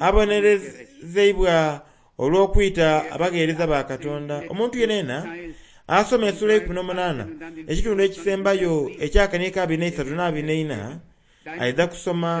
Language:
Soga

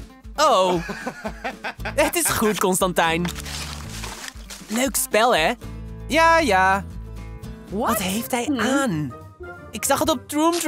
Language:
Dutch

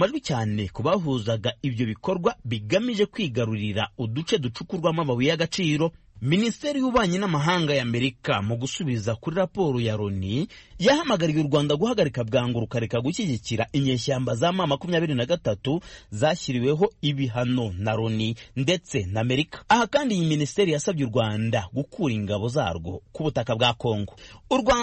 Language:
Kinyarwanda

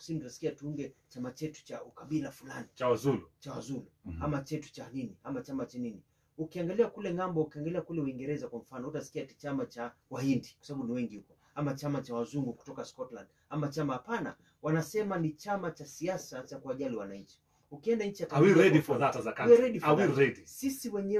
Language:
Swahili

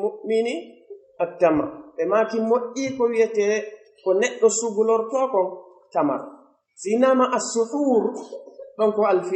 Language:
Pular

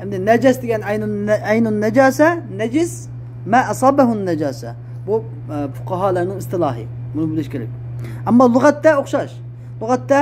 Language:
Uyghur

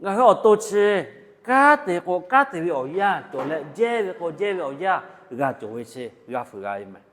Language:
Lahu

